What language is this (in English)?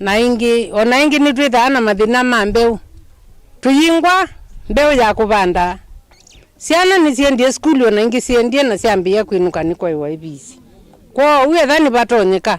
Kamba